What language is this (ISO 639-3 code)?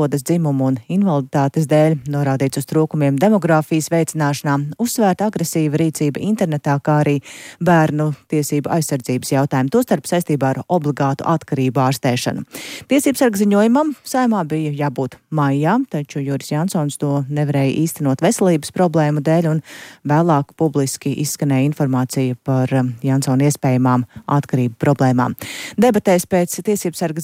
lav